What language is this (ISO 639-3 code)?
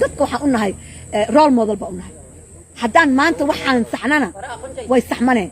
som